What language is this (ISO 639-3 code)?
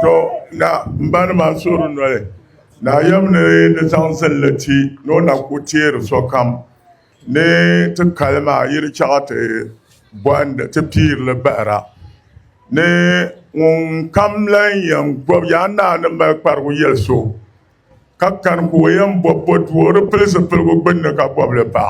dag